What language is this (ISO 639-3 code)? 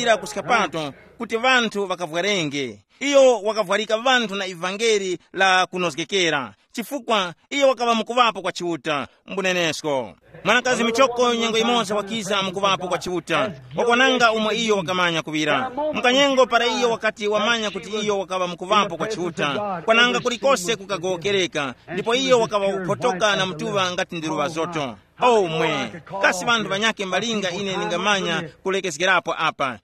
tum